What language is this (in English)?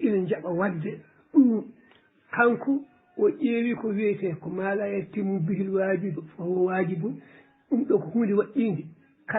Fula